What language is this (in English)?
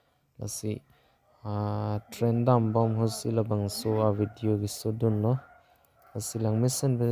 Karbi